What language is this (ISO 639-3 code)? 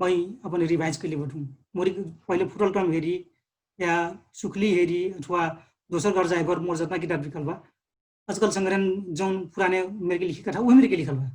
thl